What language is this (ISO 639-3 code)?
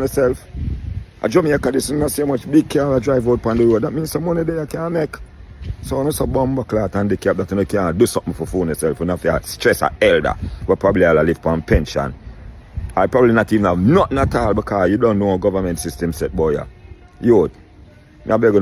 jam